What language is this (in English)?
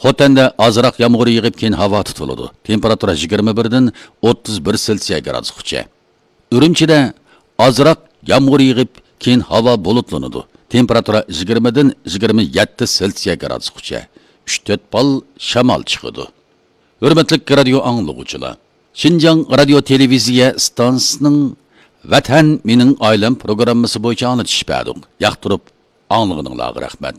Uyghur